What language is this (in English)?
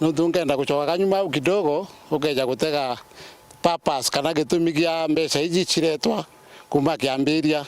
Meru